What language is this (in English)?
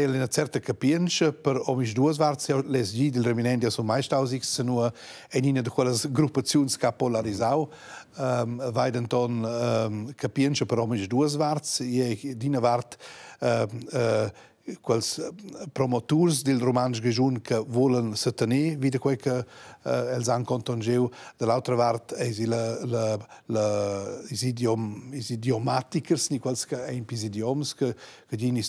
Romansh